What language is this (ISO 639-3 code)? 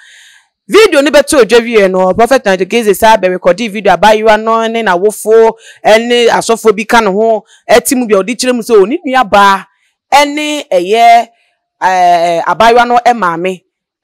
aka